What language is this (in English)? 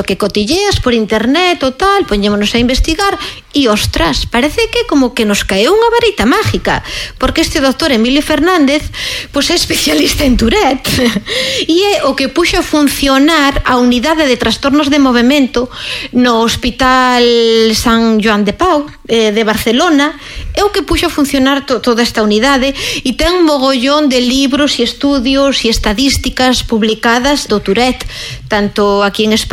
Galician